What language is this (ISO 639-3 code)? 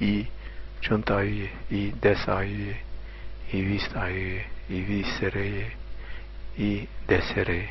zza